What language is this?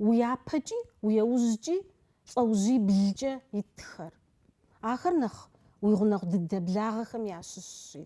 Kabardian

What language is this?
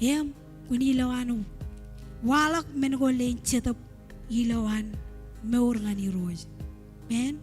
Marshallese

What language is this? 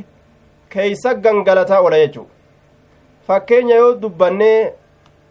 Somali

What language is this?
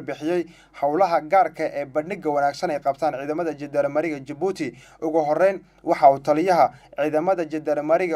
Somali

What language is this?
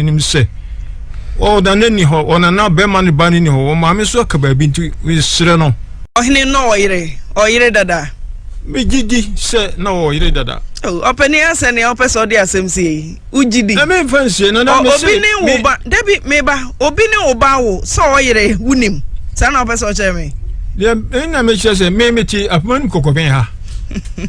Akan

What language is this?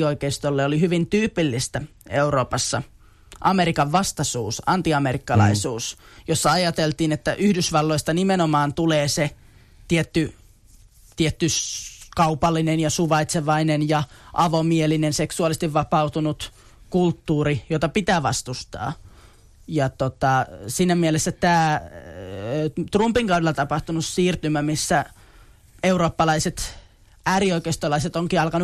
Finnish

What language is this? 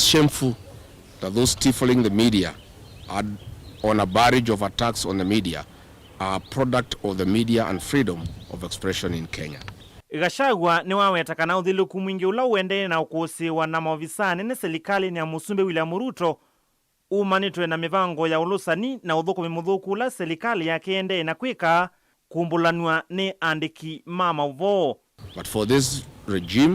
Kamba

